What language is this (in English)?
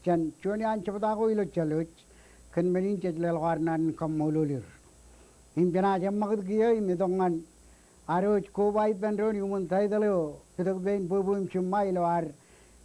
Marshallese